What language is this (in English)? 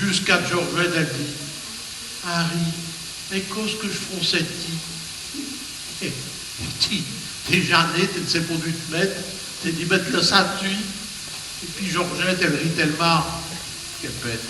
Picard